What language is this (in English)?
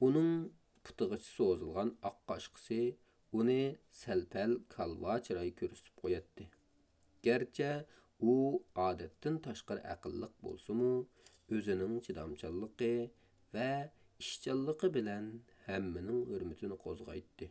Uyghur